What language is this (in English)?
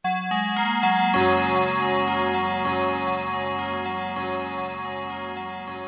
Bulgarian